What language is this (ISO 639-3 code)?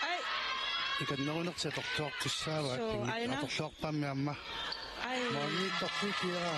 kal